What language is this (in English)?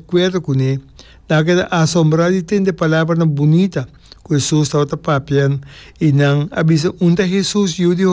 Papiamento